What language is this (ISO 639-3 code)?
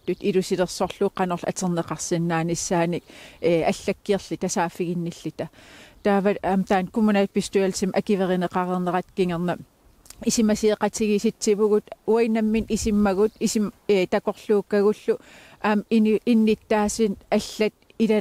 kal